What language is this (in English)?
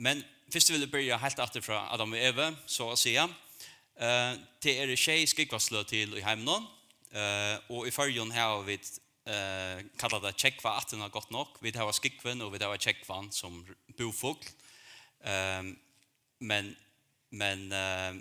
Faroese